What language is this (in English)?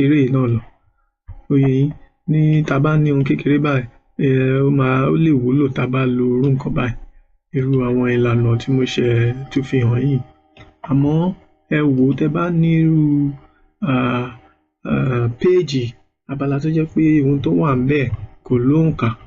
Yoruba